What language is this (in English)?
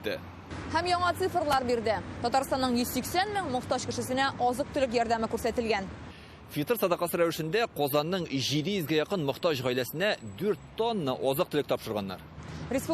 Tatar